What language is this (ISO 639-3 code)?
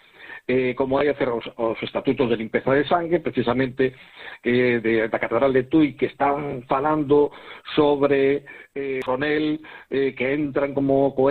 glg